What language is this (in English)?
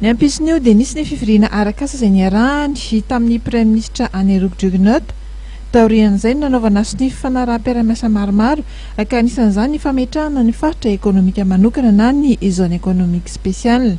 Malagasy